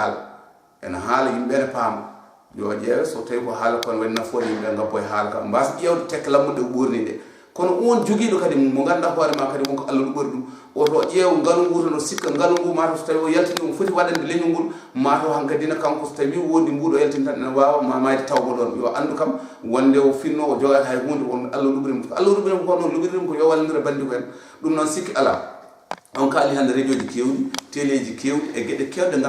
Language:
Fula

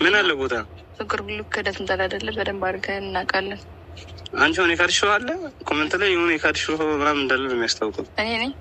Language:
Amharic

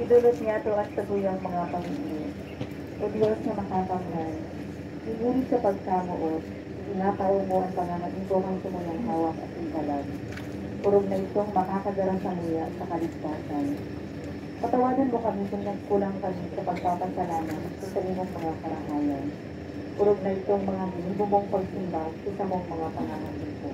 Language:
Bikol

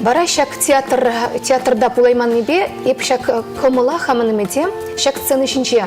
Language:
Chuvash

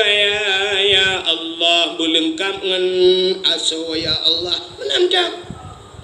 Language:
Achinese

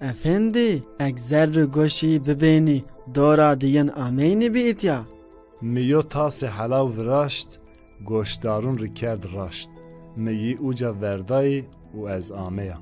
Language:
Zaza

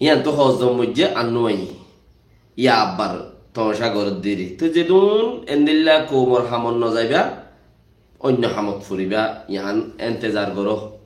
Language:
Rohingya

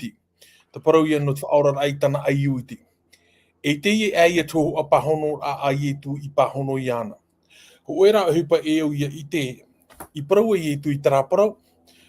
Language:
Tahitian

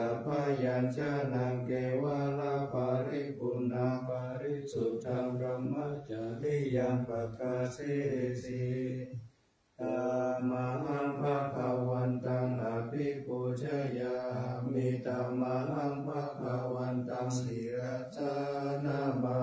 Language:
Pali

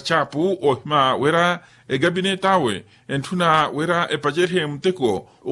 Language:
Makhuwa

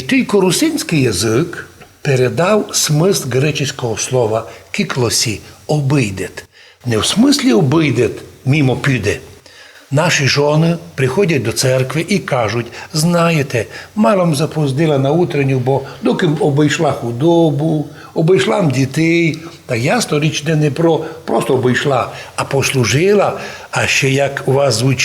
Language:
Rusyn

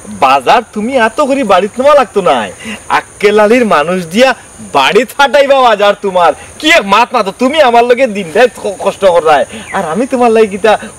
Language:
Sylheti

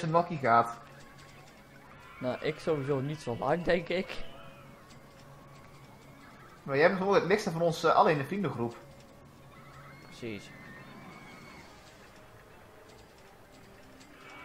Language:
Dutch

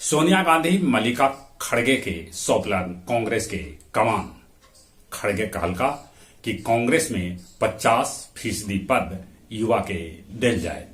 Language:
Magahi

